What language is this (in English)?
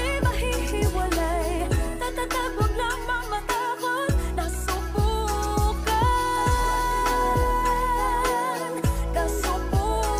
Filipino